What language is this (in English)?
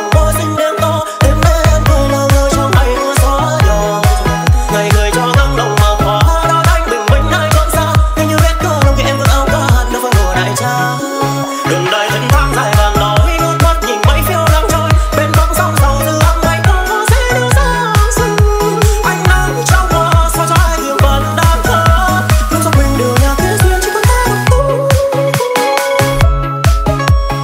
Vietnamese